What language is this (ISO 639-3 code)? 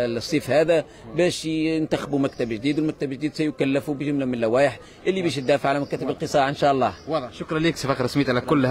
aeb